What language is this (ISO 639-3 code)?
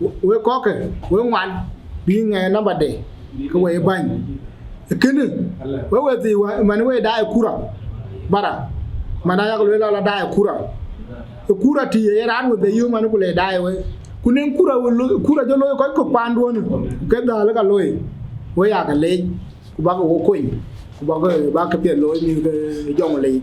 din